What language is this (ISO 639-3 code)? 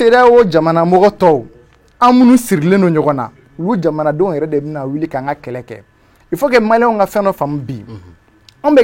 bam